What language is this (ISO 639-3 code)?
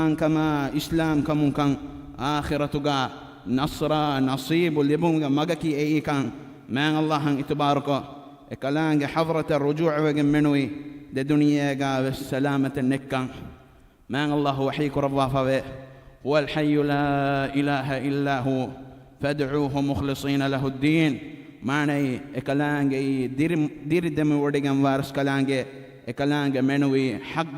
div